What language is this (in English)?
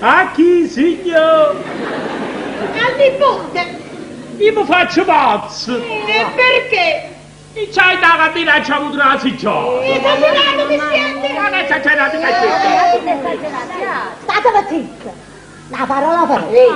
Neapolitan